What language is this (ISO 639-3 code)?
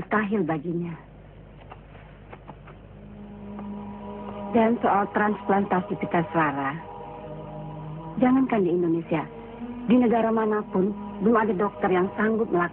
ind